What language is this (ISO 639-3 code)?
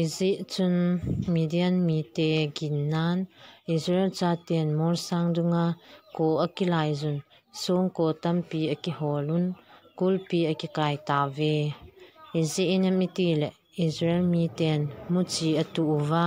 tcz